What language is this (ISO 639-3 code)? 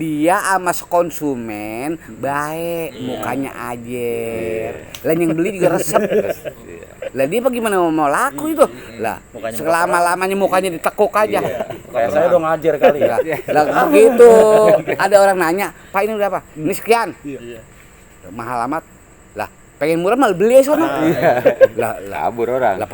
bew